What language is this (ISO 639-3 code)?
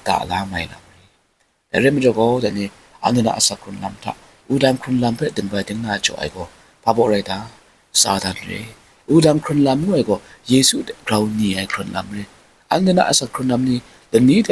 kac